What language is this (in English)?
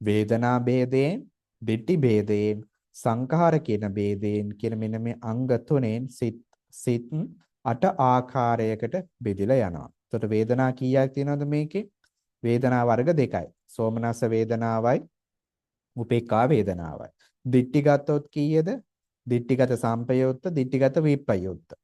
Sinhala